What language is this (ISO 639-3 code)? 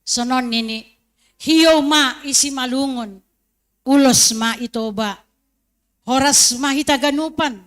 bts